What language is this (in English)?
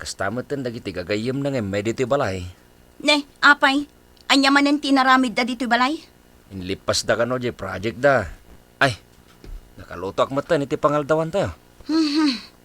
Iloko